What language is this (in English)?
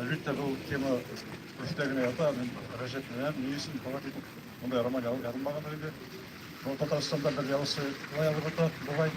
Bashkir